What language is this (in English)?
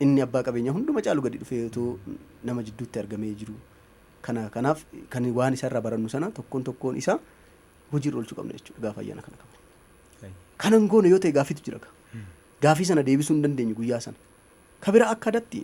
Oromo